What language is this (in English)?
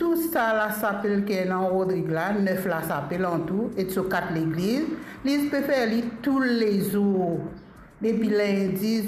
Morisyen